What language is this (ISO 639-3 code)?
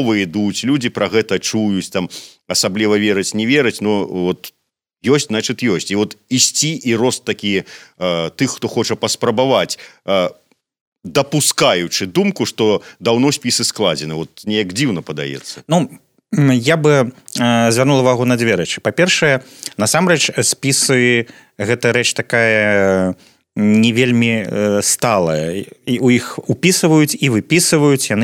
bel